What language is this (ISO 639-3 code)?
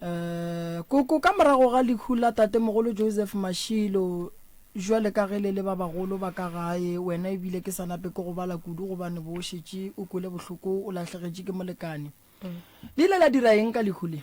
nso